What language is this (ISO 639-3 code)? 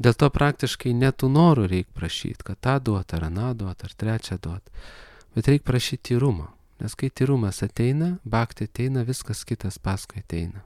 lit